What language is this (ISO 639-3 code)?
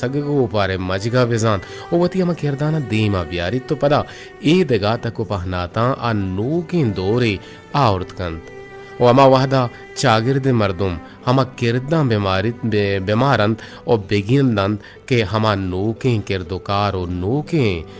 bgp